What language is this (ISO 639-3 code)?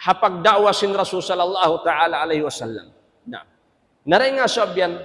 tsg